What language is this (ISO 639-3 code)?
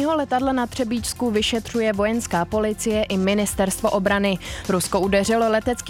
ces